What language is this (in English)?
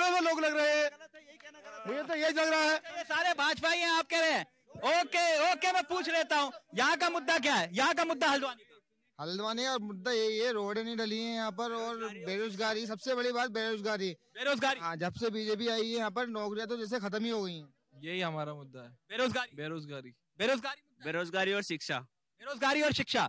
Hindi